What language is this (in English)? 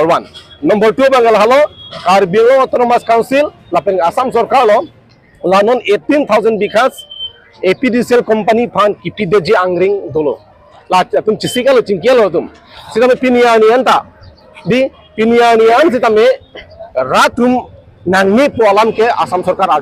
Karbi